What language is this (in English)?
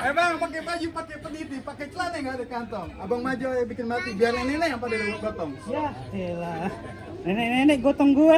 Betawi